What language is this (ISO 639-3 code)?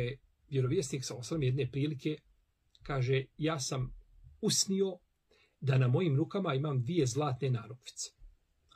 bos